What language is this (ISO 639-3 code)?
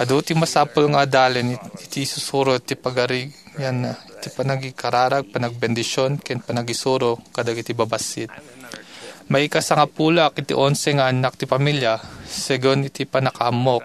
ilo